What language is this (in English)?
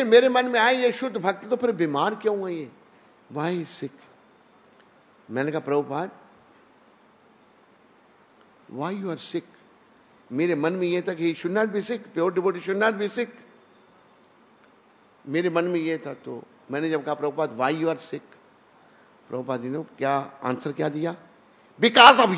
Hindi